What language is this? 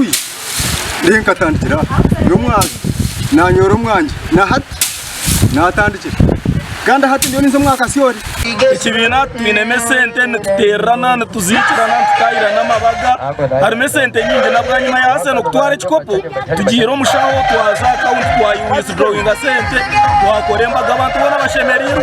Nyankole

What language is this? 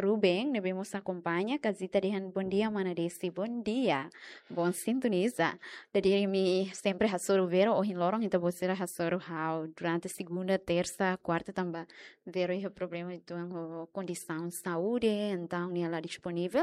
Tetum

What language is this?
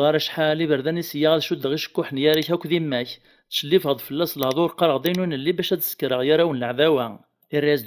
Kabyle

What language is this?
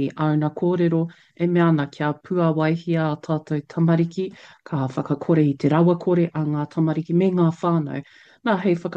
Māori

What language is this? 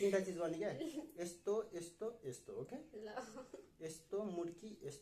Nepali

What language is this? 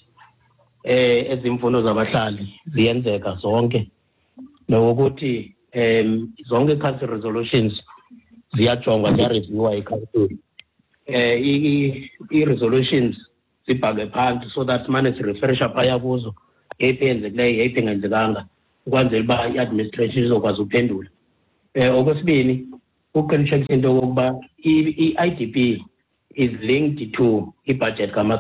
Xhosa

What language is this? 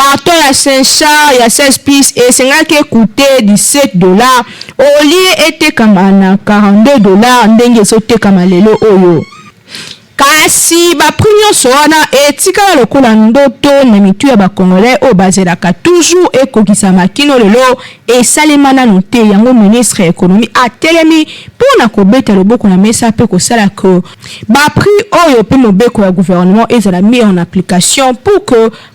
Lingala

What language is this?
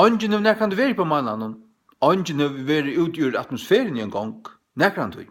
Faroese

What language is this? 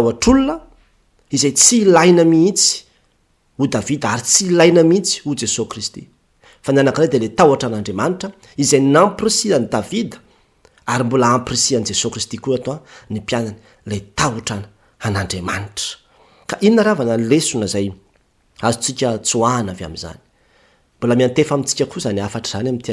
Malagasy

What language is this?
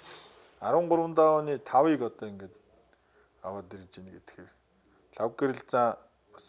Mongolian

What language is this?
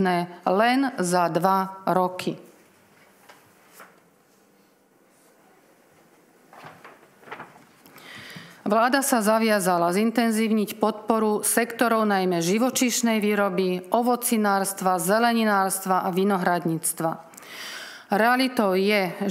Slovak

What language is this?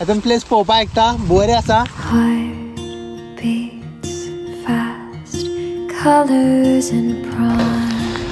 Konkani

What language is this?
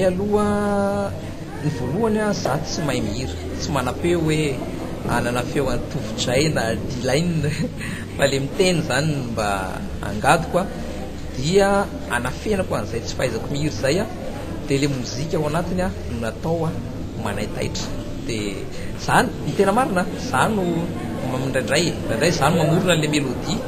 Malagasy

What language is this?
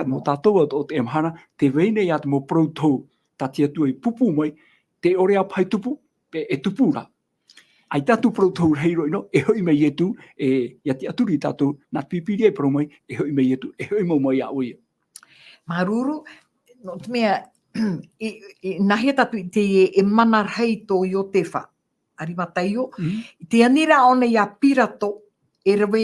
Tahitian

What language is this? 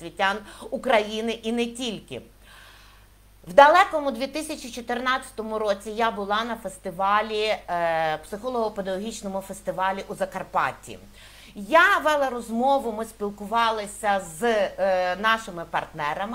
Ukrainian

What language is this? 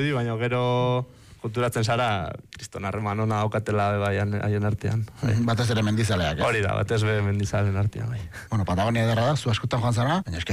Basque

